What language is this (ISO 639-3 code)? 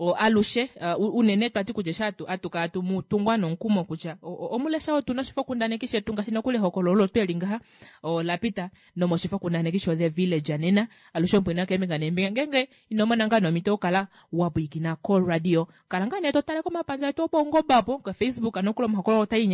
kua